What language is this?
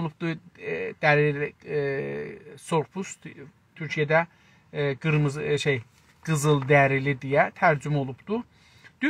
South Azerbaijani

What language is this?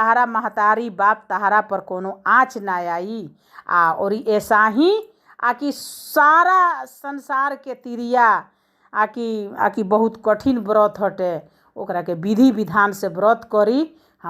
Bhojpuri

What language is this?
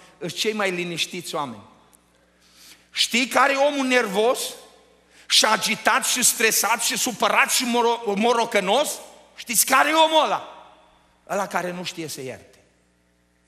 Romanian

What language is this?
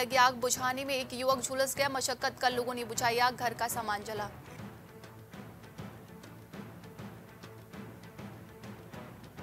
Hindi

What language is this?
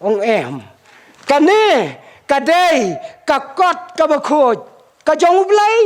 Khasi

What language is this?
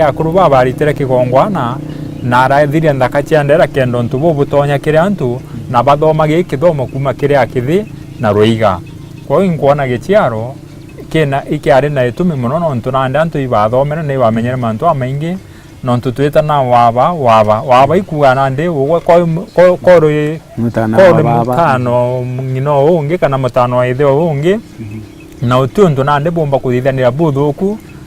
Meru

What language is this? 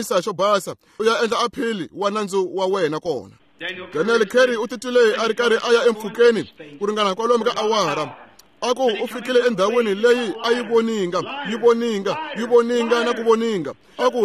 Tsonga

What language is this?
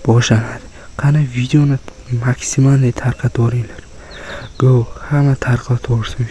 Uzbek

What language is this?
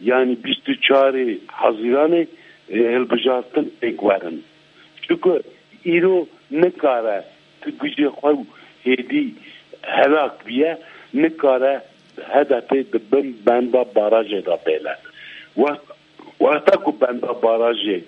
Kurdish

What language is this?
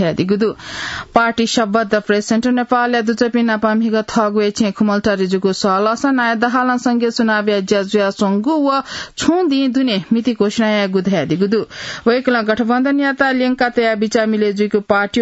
Newari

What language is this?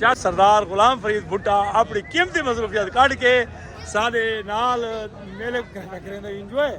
Saraiki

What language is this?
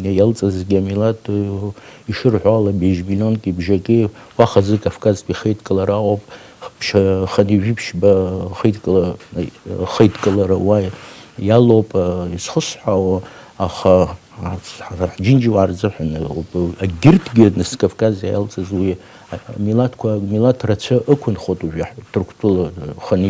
Abkhazian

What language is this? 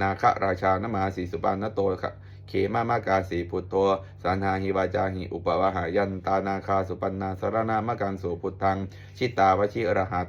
Pali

